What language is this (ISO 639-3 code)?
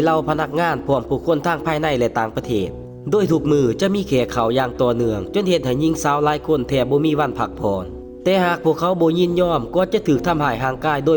lao